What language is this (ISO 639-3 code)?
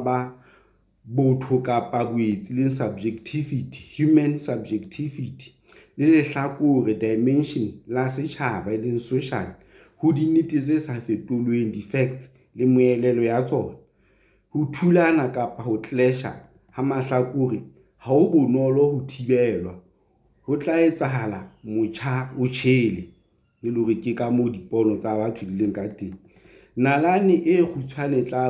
sot